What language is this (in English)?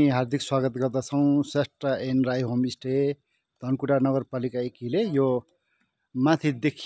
Nepali